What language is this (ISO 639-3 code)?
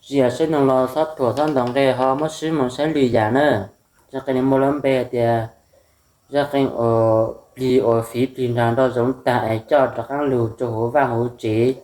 hmn